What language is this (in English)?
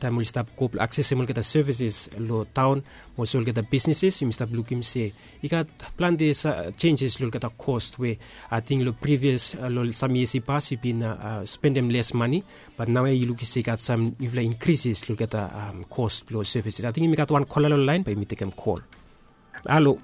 Bislama